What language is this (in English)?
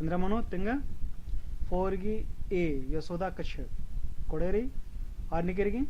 Kurukh